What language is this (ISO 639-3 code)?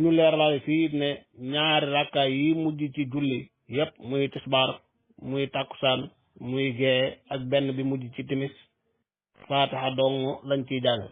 wol